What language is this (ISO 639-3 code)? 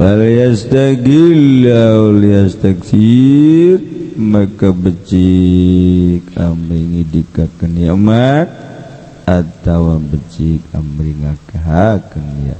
sun